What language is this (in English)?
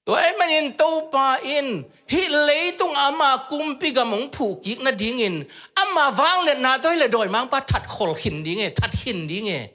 Tedim Chin